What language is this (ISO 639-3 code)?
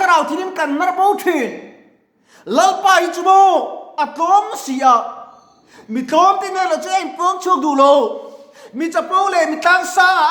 lus